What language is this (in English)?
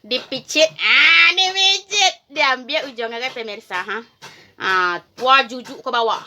Minangkabau